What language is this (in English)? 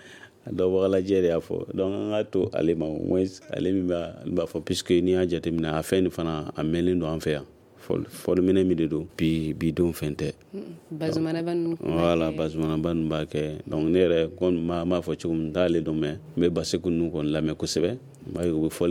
Bambara